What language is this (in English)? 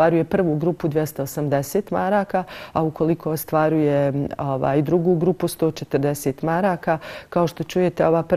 Bosnian